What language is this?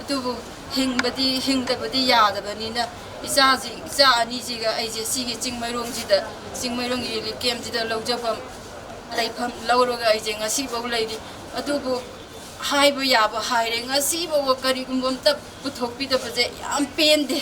Manipuri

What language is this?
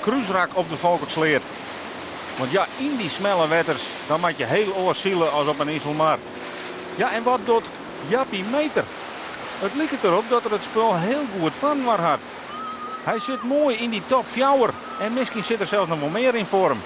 Western Frisian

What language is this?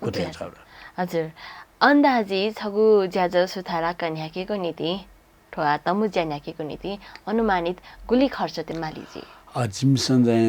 Newari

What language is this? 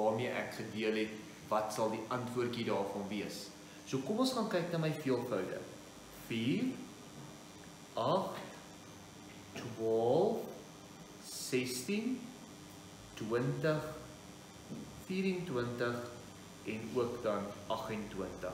Afrikaans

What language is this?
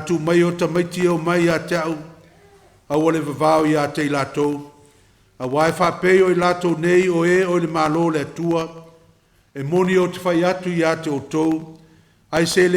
Samoan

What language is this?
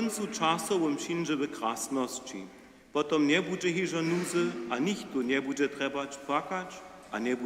Upper Sorbian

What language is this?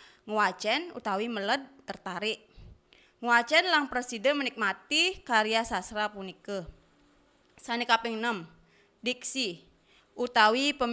Balinese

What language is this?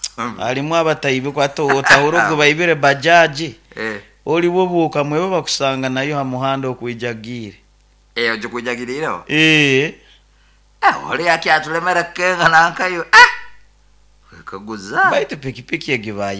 Nyoro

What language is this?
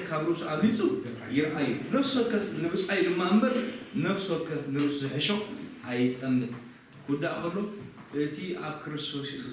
Tigrinya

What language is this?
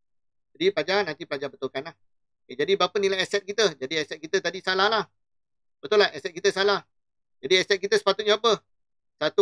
Malay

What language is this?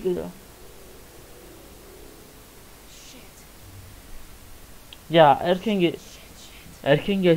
Turkish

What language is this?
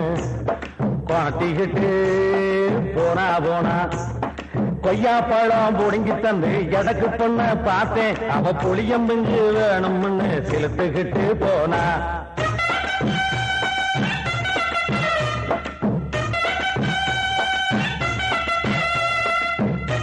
Tamil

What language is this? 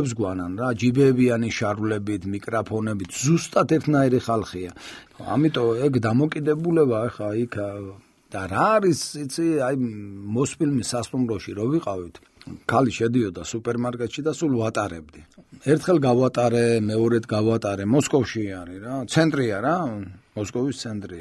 Georgian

